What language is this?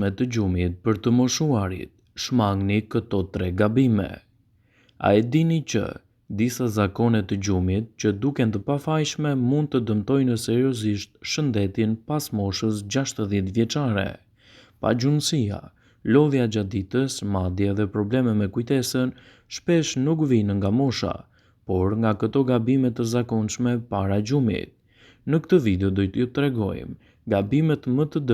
Albanian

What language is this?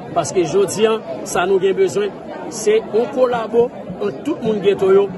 Haitian Creole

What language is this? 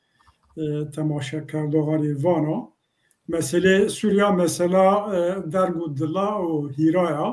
Zaza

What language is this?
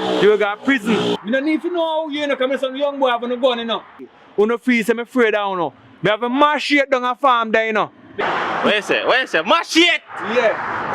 Jamaican Creole English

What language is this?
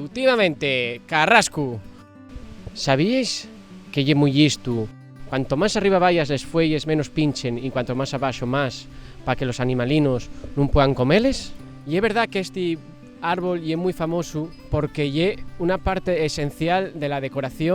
Asturian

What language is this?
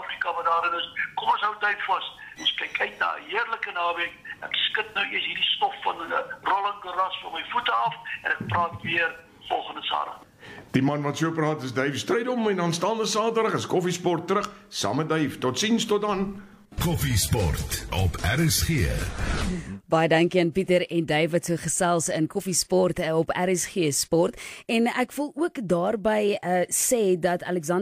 Afrikaans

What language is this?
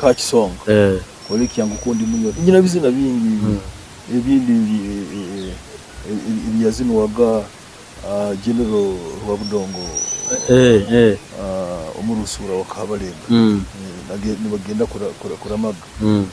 Nyoro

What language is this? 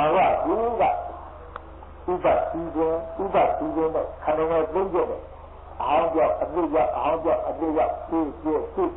Burmese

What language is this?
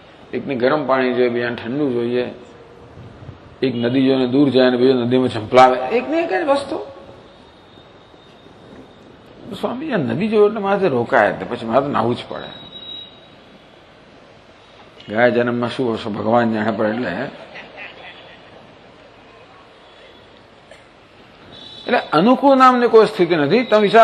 Gujarati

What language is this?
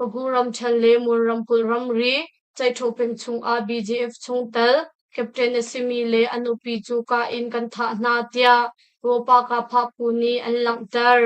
Hakha Chin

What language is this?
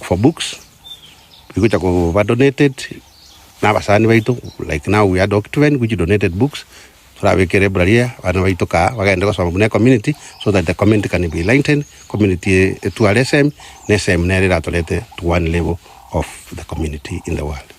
Gusii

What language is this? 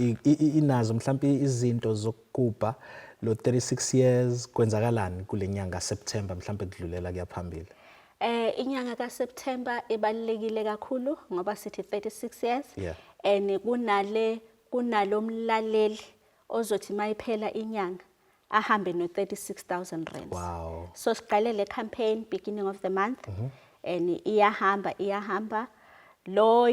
Zulu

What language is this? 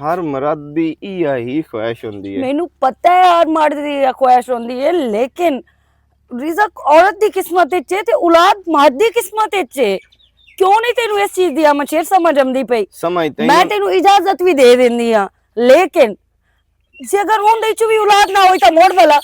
Western Panjabi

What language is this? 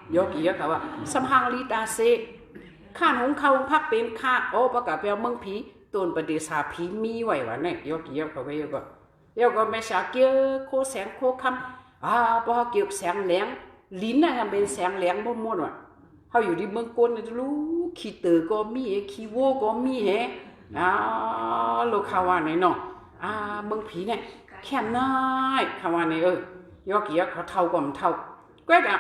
Shan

